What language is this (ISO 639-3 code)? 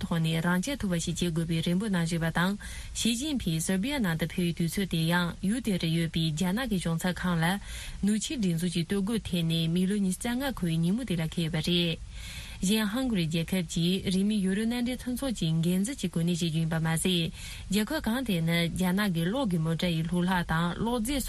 bod